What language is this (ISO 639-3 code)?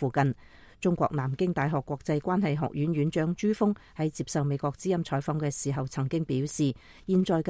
yue